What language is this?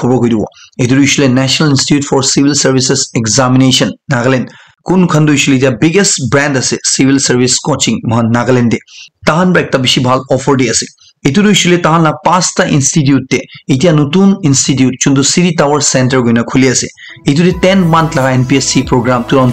Naga Pidgin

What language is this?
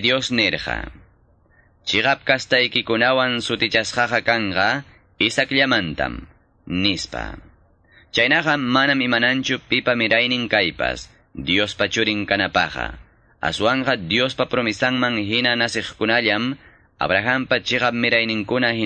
Quechua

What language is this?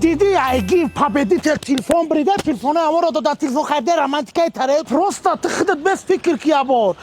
Tajik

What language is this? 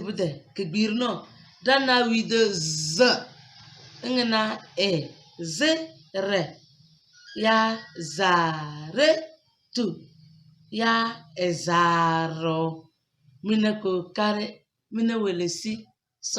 Tem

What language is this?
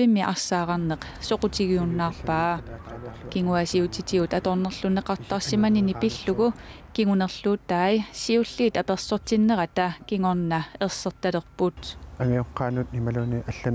Kalaallisut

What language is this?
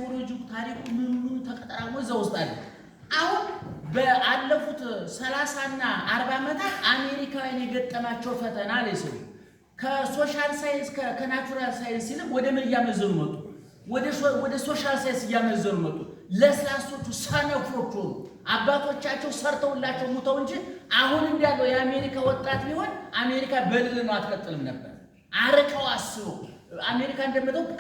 Amharic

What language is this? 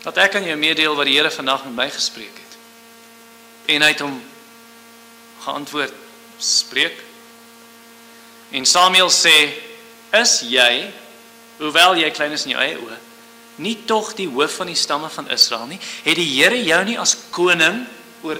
Afrikaans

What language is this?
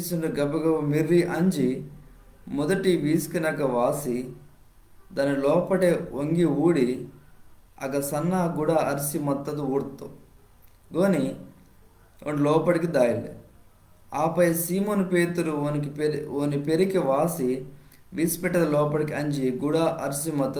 Koya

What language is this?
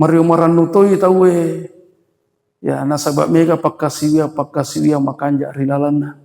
Buginese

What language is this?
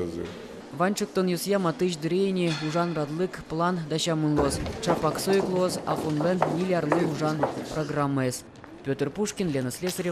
Udmurt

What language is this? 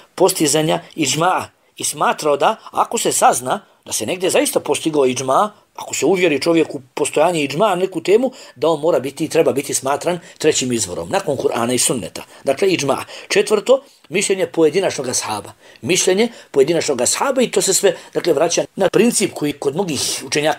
Bosnian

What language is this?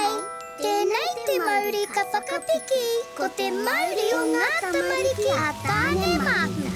Māori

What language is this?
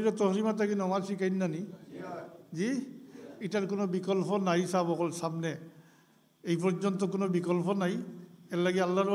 Sylheti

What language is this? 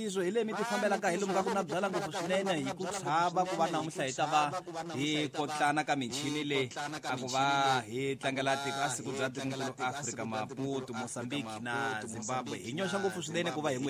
Tsonga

